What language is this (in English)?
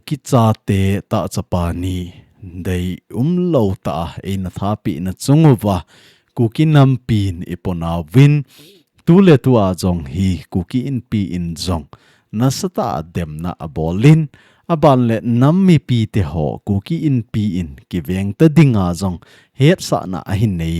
Thado Chin